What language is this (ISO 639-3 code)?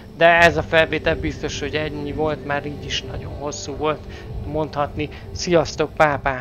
hun